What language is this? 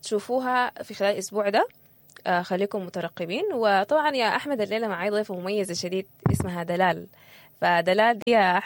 Sudanese Arabic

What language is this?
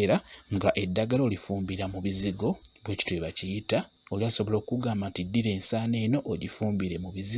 Ganda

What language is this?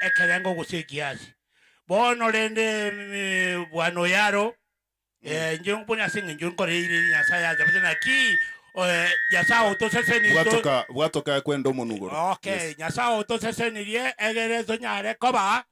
Gusii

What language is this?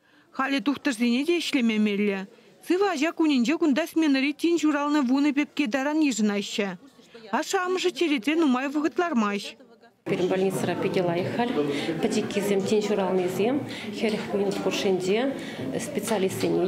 Chuvash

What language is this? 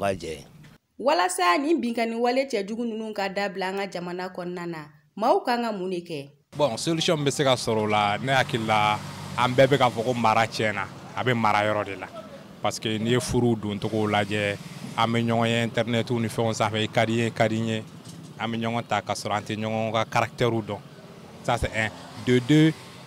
Bambara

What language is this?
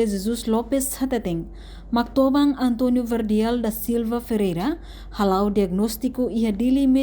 Tetum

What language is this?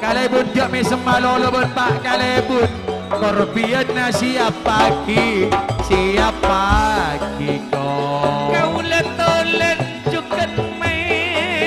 Madurese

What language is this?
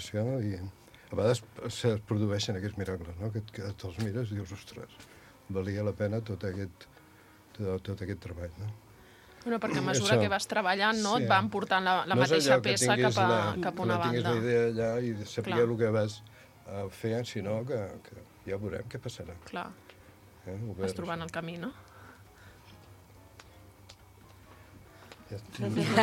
Catalan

